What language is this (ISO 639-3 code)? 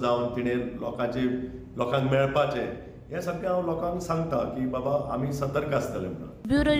kok